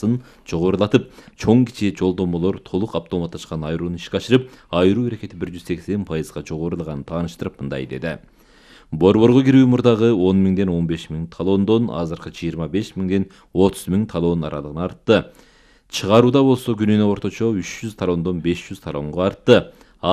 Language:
Kyrgyz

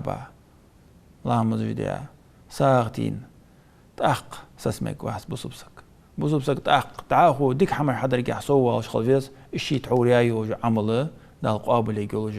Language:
Ingush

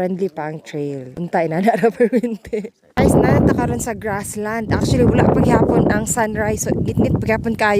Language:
Cebuano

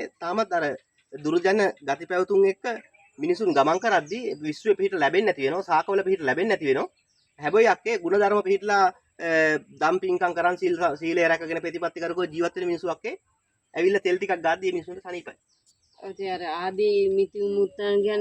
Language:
Sinhala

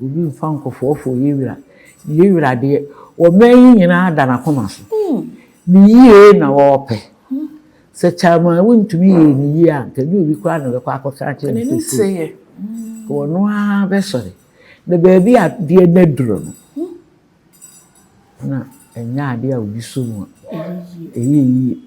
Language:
Akan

